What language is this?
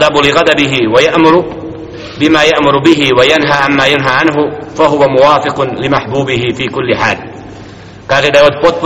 Bosnian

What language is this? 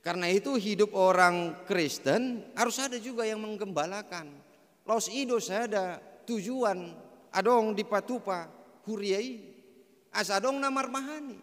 Batak Toba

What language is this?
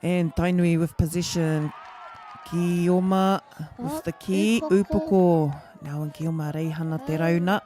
Māori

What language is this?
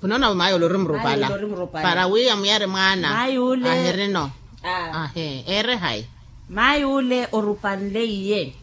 Makhuwa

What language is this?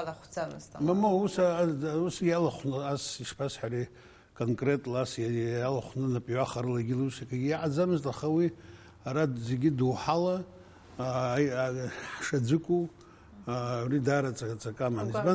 Abkhazian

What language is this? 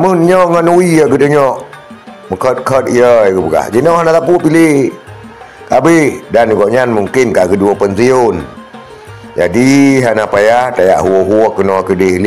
Achinese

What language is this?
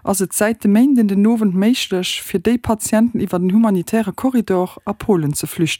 Luxembourgish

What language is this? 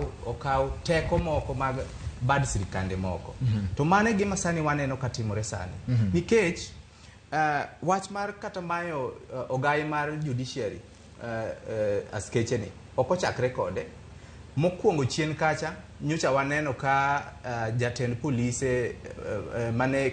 Luo (Kenya and Tanzania)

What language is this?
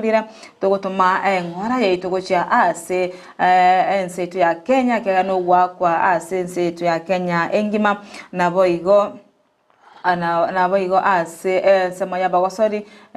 Gusii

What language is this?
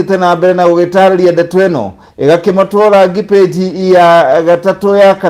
Kikuyu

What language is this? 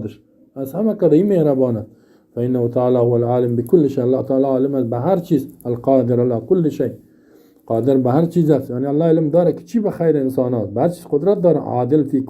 Persian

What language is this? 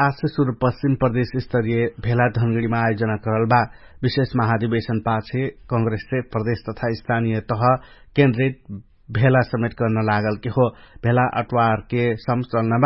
Dangaura Tharu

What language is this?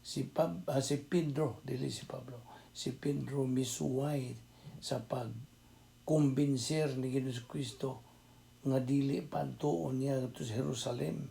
Cebuano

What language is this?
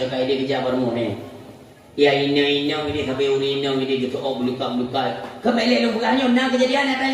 Achinese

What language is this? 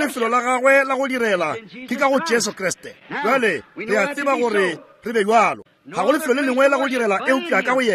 Northern Sotho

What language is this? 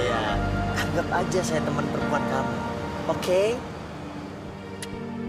Indonesian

